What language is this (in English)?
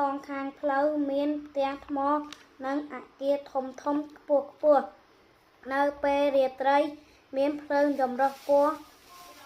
Khmer